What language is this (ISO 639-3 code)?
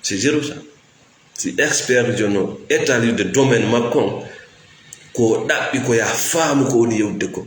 ful